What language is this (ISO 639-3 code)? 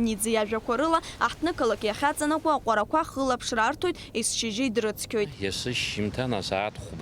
abk